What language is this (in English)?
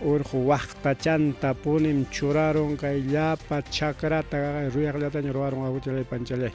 Ayacucho Quechua